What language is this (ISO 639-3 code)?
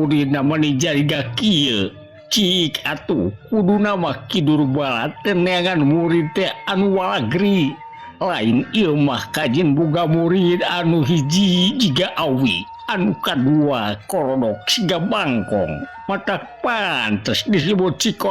sun